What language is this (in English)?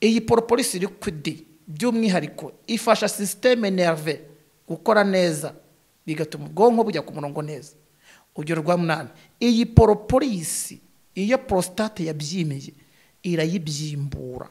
Kinyarwanda